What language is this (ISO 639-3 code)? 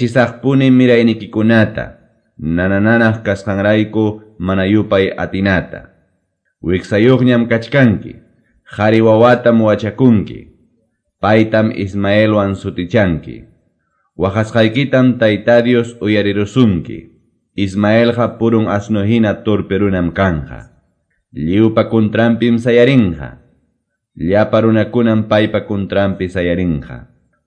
que